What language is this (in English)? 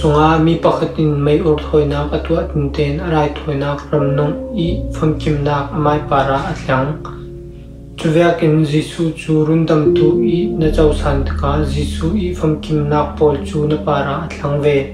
Falam Chin